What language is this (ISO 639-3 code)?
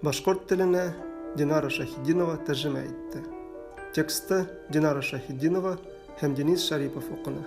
bak